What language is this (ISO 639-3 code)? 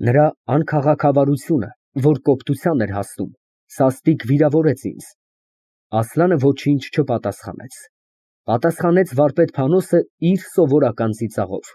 hye